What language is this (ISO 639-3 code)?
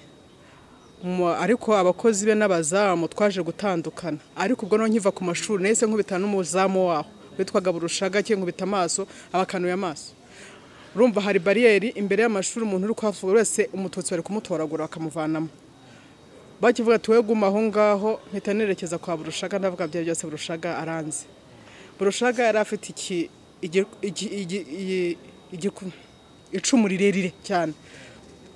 kin